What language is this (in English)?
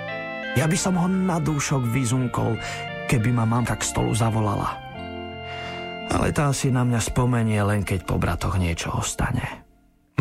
Slovak